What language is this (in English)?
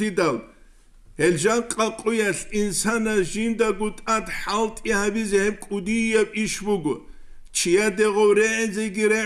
Avaric